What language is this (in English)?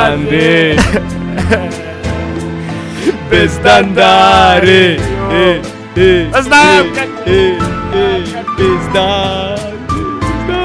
Bosnian